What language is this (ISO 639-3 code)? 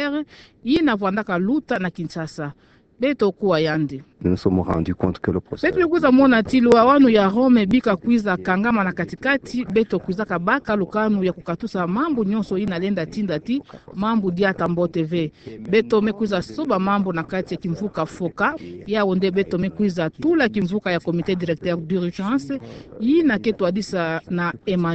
ktu